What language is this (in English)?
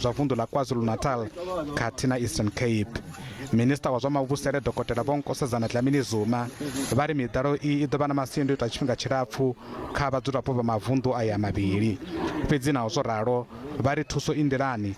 Venda